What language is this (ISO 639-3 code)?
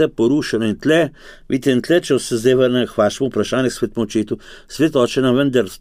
slv